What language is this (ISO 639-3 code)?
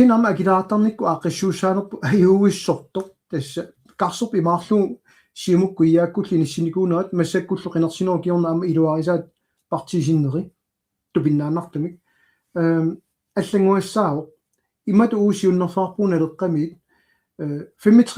kal